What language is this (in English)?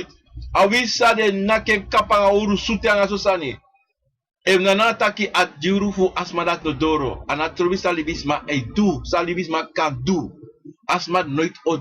Sranan Tongo